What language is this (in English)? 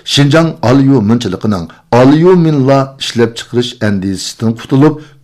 Uyghur